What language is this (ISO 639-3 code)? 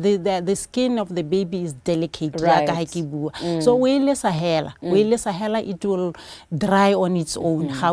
tsn